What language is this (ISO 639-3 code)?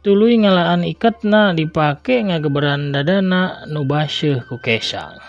sun